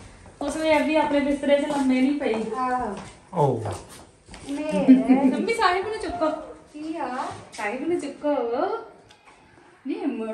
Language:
Punjabi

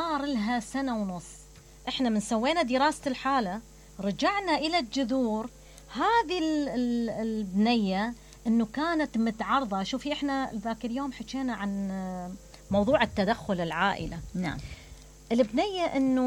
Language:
Mesopotamian Arabic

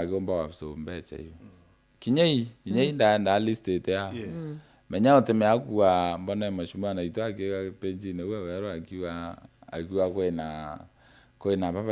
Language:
Meru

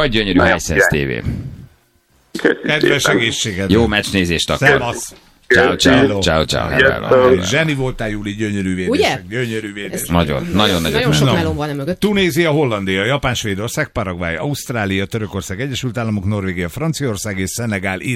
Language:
Hungarian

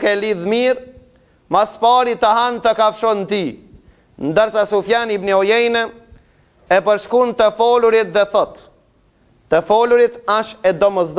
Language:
Albanian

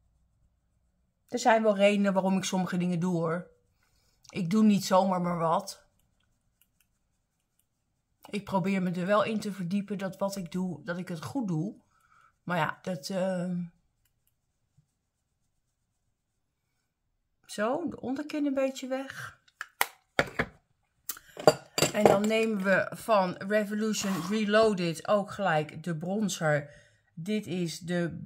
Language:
Dutch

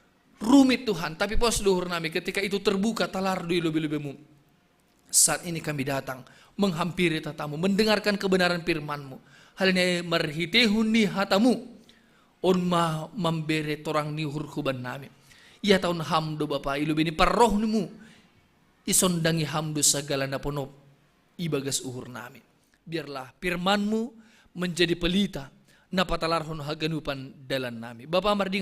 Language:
Batak Simalungun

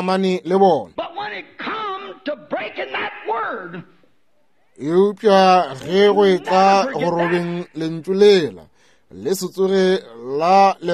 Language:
Northern Sotho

